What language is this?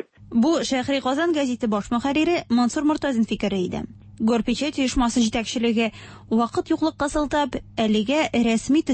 Tatar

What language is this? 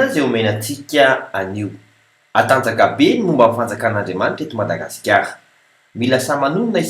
Malagasy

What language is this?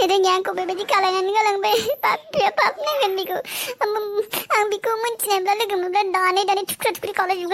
Bodo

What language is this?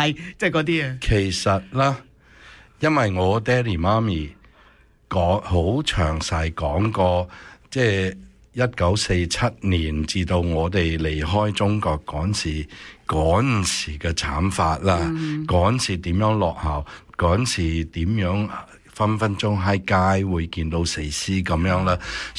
Cantonese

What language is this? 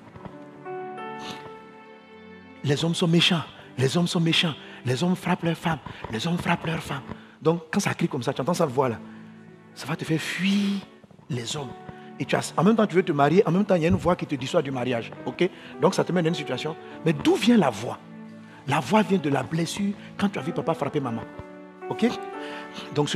French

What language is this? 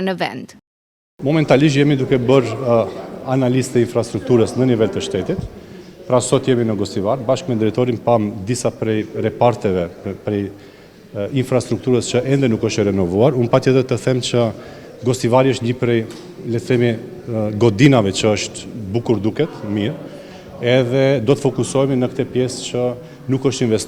Albanian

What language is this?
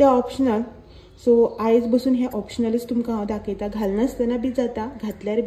Konkani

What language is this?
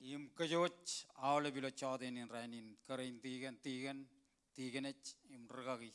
Marshallese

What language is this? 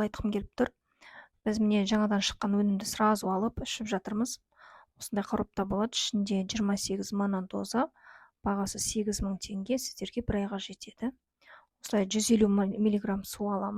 Kazakh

